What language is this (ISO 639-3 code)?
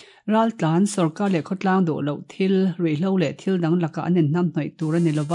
lus